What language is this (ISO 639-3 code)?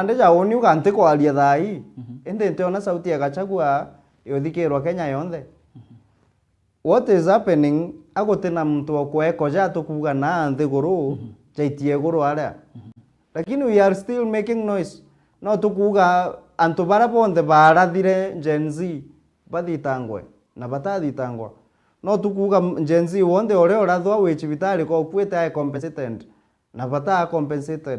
mer